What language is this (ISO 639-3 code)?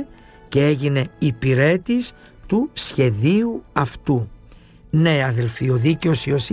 ell